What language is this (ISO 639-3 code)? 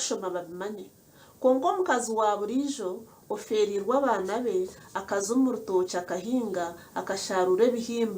nyn